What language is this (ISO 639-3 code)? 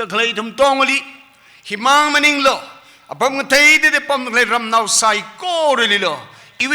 nmf